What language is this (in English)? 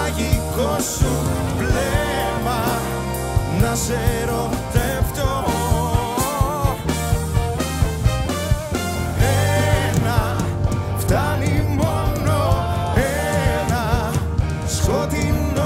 Greek